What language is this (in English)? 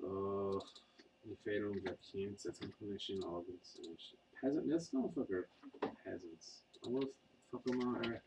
Irish